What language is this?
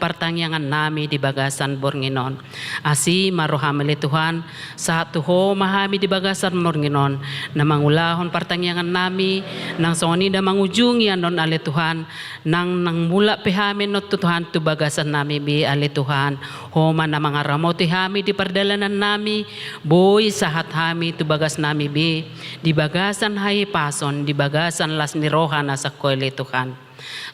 Batak Toba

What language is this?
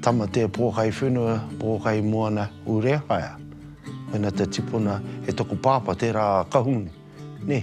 Māori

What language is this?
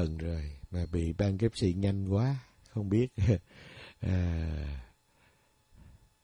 Vietnamese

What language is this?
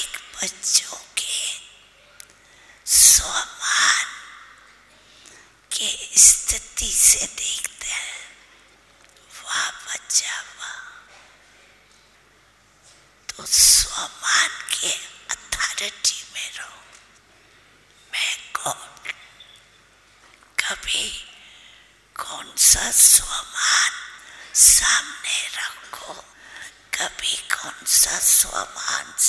Hindi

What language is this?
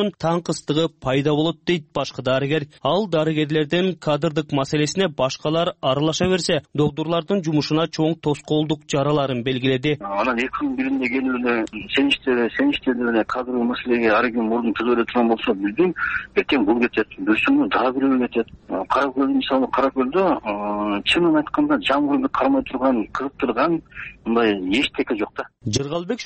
Kyrgyz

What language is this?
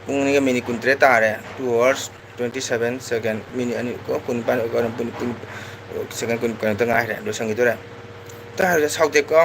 Manipuri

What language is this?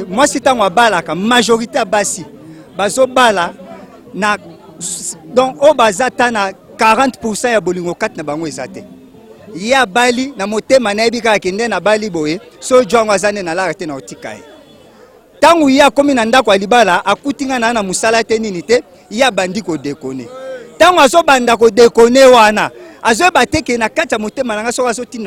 Lingala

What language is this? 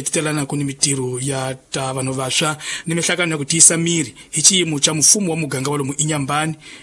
Tsonga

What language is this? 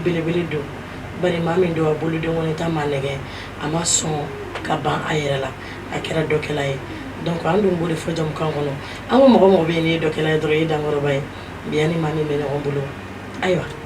Bambara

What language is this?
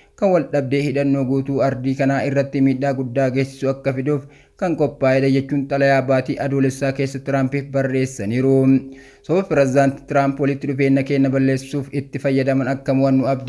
Oromo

